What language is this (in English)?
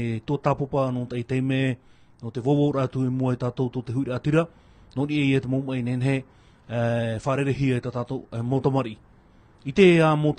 Tahitian